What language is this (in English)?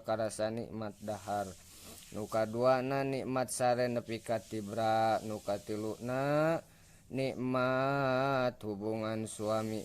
Sundanese